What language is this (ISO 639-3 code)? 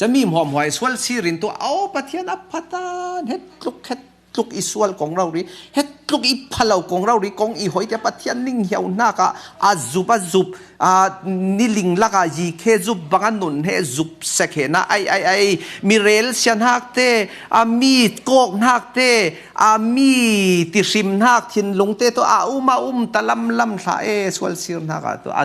cfm